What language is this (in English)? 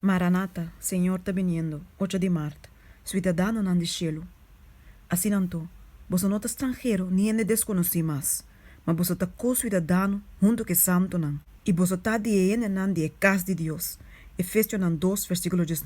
Papiamento